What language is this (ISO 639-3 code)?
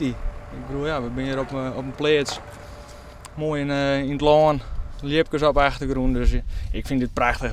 fry